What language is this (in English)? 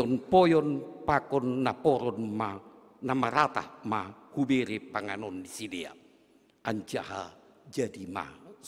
Batak Simalungun